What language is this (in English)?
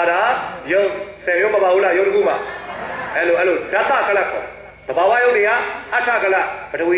Burmese